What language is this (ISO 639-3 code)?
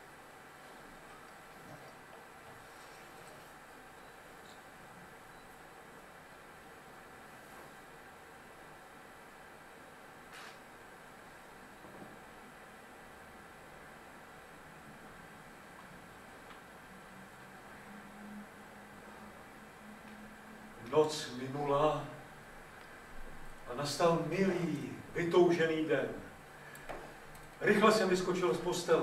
ces